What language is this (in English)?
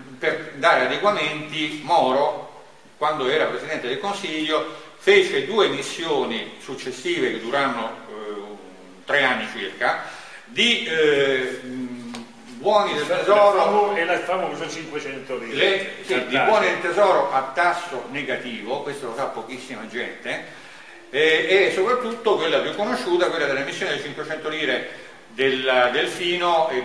Italian